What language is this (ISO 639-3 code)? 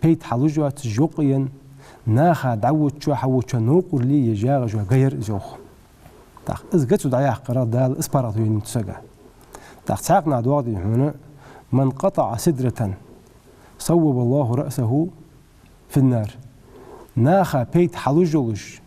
inh